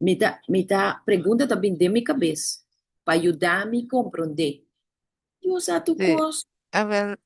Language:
Papiamento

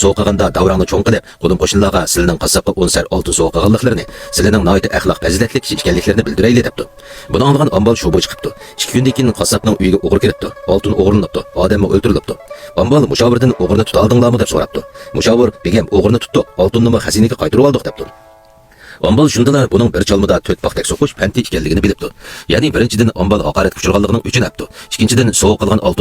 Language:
Uyghur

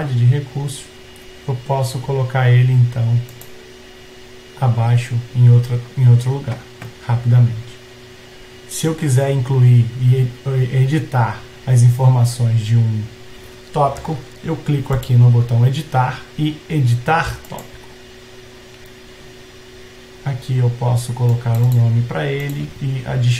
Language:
Portuguese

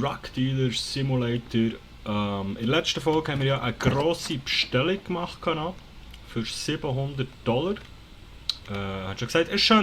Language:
Swiss German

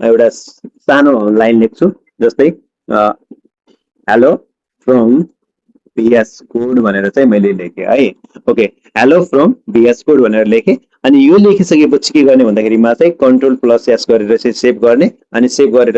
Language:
Nepali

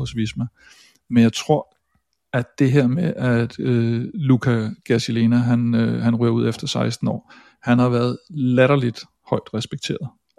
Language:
Danish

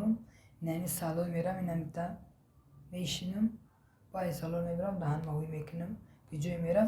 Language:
Tajik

